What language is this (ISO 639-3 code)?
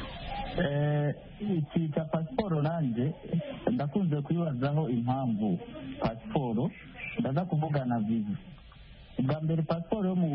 kin